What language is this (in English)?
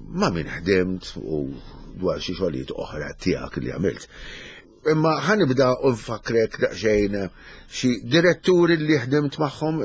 Maltese